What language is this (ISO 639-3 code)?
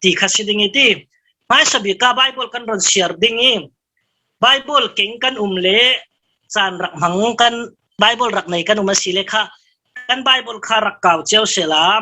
cfm